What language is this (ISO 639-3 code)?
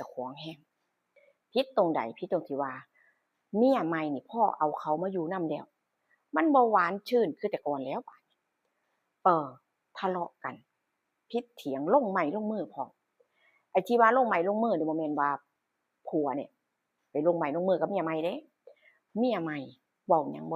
tts